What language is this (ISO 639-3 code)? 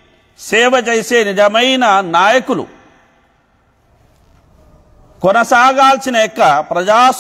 tel